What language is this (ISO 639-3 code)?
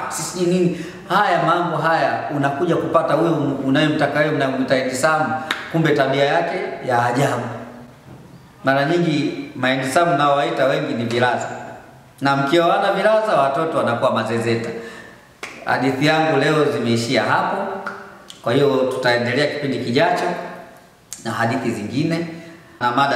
swa